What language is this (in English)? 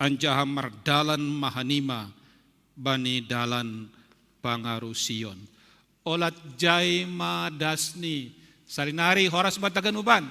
Batak Simalungun